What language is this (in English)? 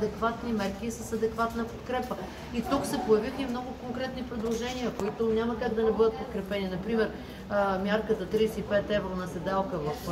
Bulgarian